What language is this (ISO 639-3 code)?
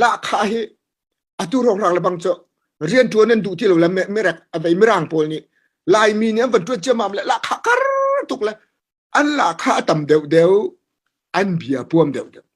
cnh